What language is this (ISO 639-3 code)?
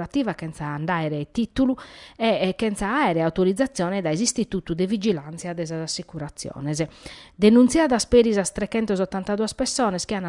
srd